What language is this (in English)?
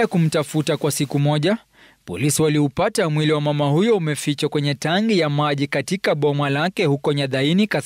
Swahili